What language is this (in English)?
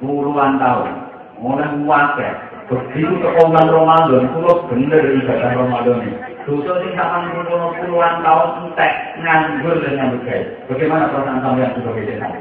Javanese